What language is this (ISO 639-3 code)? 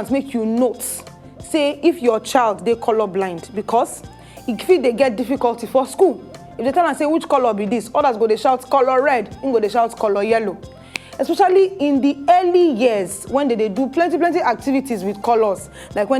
pcm